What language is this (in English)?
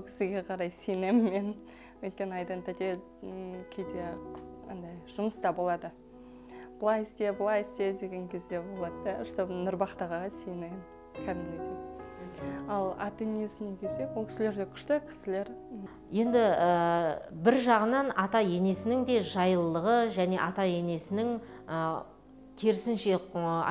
Kazakh